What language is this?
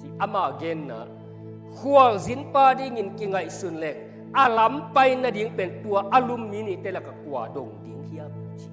Tedim Chin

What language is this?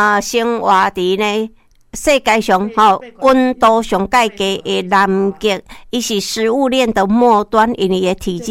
Min Nan Chinese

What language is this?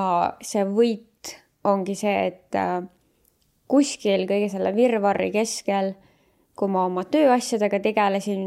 Estonian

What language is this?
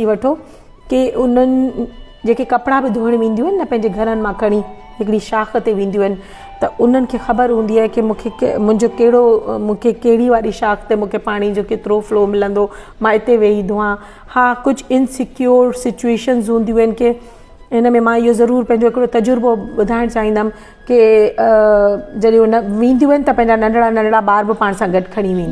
Sindhi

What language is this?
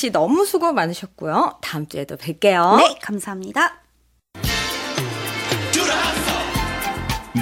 Korean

